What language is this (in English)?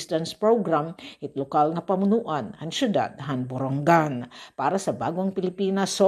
Waray